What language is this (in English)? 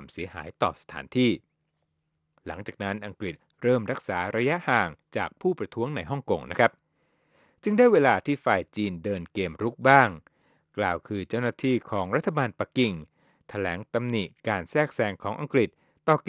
Thai